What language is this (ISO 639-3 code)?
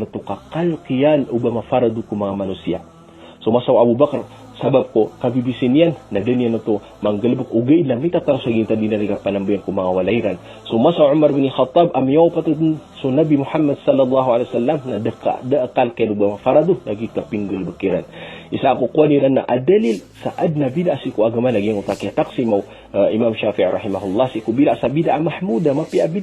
mrw